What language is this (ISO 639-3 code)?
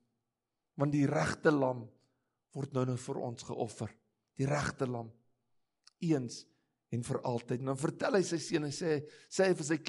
afr